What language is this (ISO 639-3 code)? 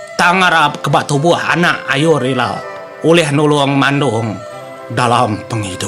iba